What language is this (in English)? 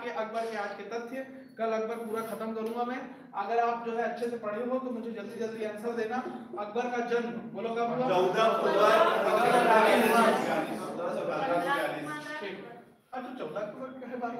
Hindi